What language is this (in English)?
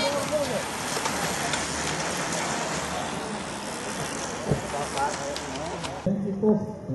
Dutch